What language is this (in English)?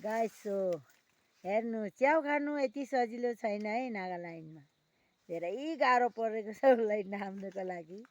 Nepali